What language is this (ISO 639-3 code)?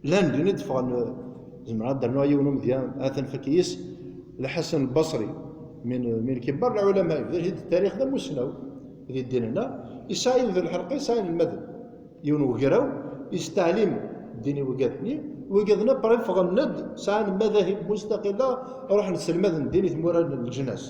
kab